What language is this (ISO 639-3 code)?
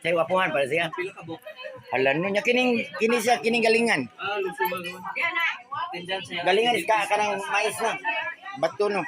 ceb